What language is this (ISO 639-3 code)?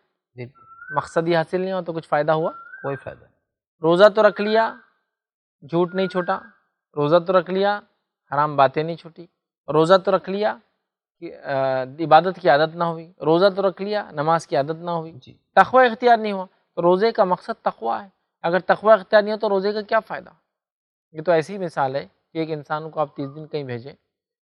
urd